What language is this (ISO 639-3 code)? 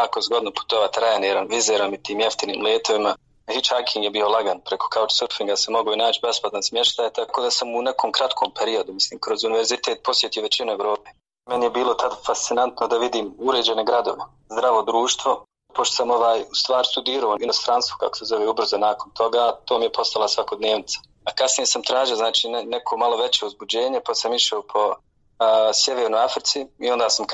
bos